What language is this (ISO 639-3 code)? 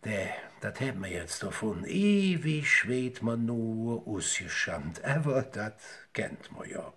ksh